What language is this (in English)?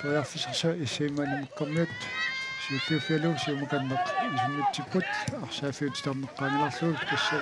Kalaallisut